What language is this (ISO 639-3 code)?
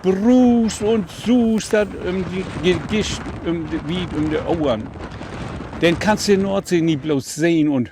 nds